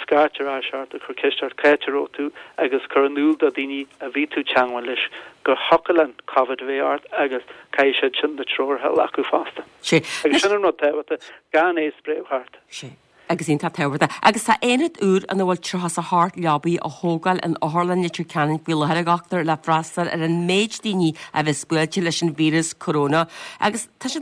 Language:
Irish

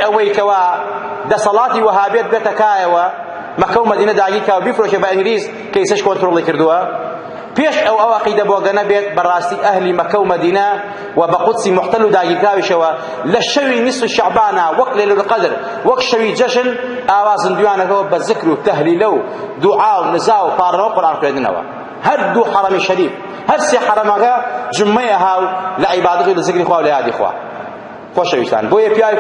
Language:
Central Kurdish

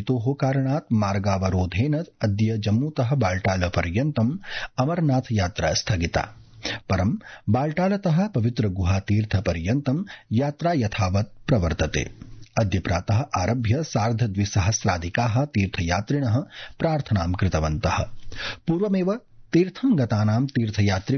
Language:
Sanskrit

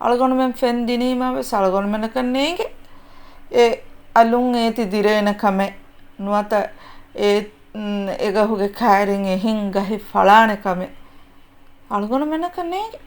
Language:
Divehi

